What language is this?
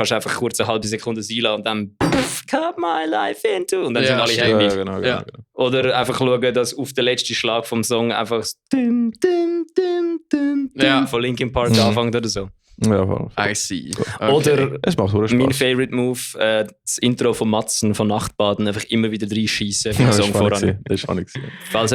Swiss German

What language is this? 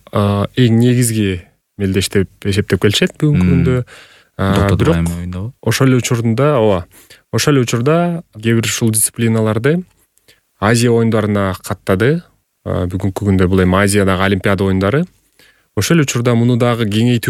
Kyrgyz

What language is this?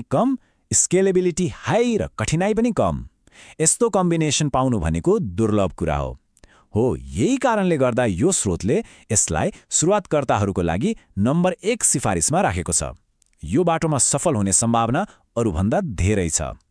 Nepali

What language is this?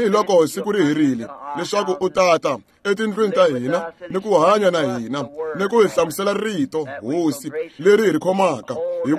Tsonga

